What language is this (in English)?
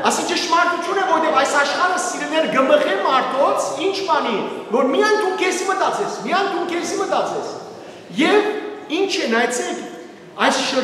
Western Armenian